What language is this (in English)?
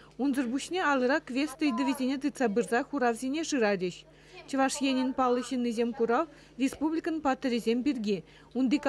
Chuvash